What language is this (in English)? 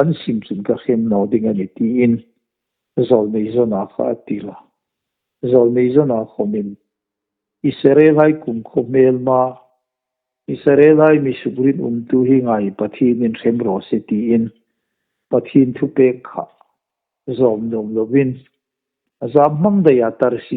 Hmar